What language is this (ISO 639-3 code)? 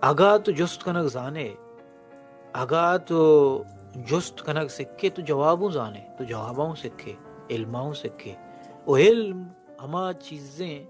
bal